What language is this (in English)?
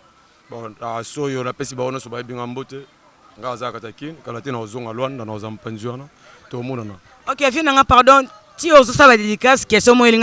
Lingala